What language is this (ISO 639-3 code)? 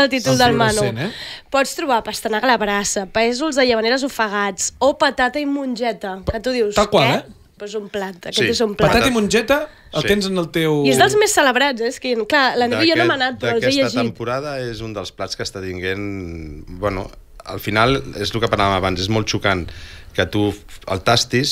cat